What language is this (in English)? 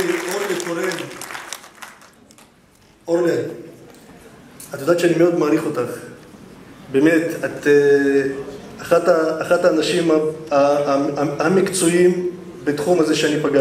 Hebrew